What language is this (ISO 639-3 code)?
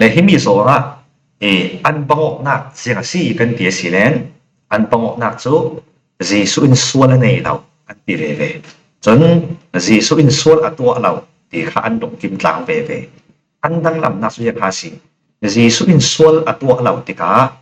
cfm